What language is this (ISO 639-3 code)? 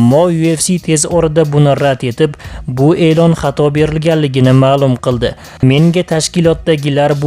uzb